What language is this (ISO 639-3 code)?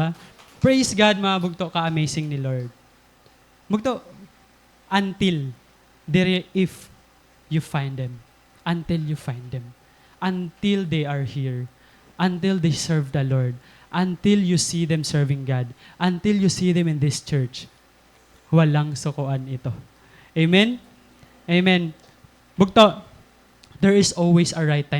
war